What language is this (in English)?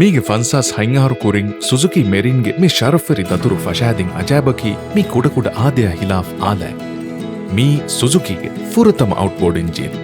Divehi